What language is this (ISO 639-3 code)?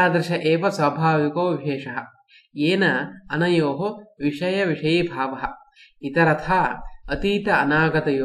san